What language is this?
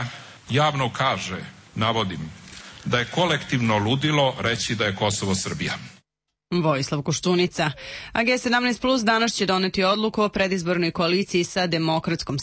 Serbian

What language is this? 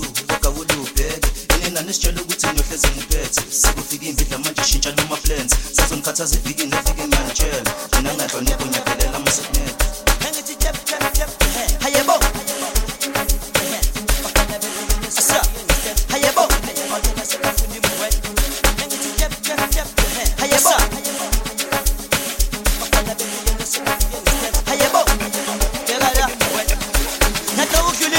Zulu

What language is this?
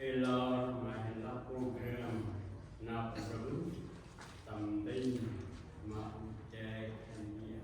Central Mnong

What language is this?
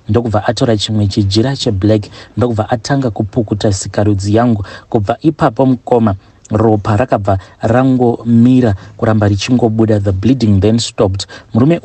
Shona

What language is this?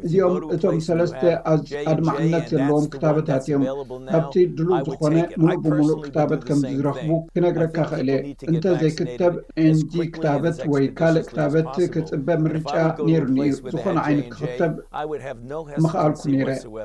Tigrinya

